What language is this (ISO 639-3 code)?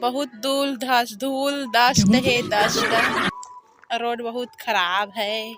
hne